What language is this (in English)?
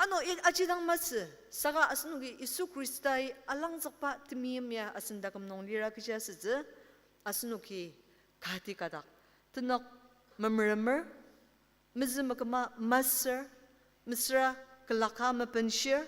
Ao Naga